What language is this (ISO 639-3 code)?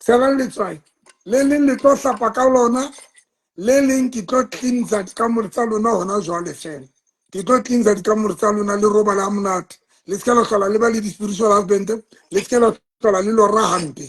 sot